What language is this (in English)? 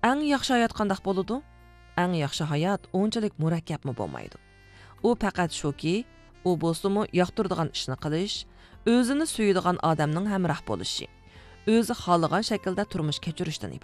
Uyghur